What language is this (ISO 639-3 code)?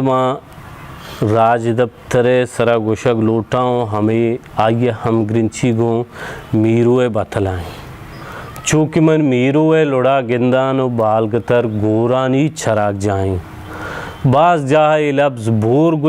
bal